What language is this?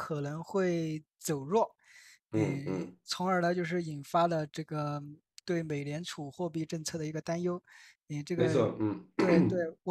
Chinese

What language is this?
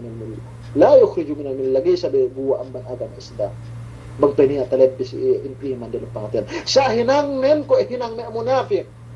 Yakan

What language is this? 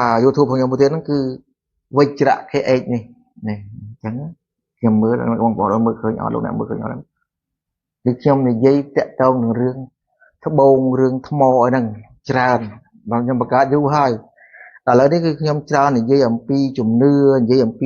Khmer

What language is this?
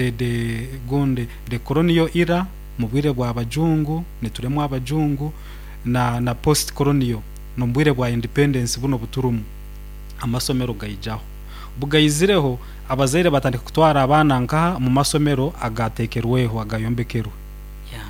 Nyoro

